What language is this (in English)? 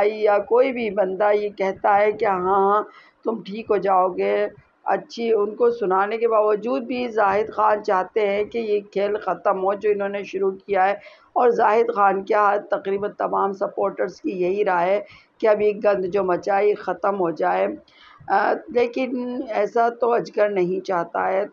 Urdu